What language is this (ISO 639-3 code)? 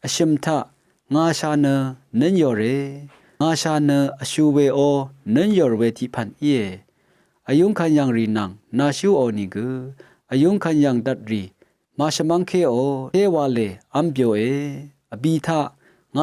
raw